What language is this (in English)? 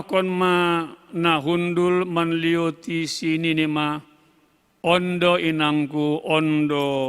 Batak Simalungun